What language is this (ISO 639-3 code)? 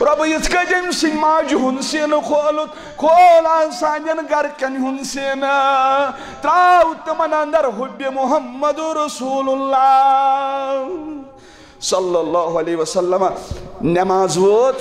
kas